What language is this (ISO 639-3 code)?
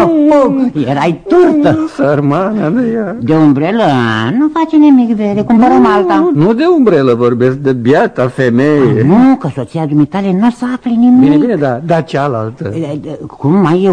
ron